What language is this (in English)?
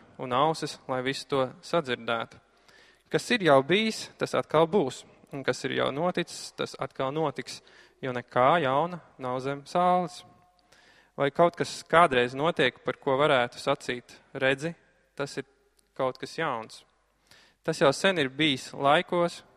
Latvian